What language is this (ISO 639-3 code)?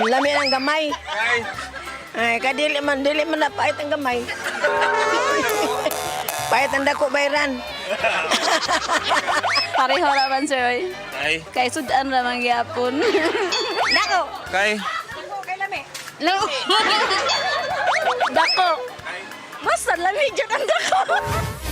ceb